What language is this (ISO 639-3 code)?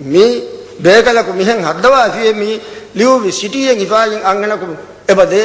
div